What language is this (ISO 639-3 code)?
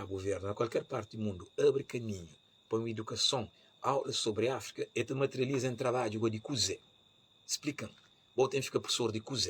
kea